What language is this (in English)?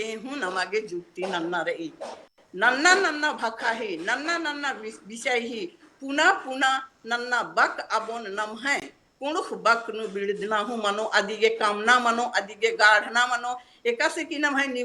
Kurukh